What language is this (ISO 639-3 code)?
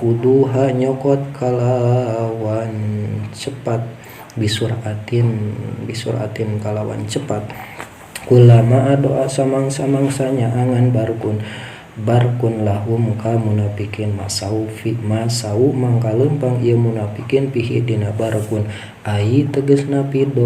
sun